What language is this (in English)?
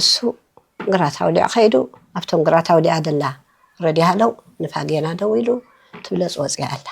Tigrinya